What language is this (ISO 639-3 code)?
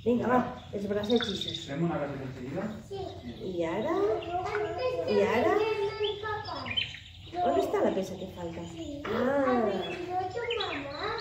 cat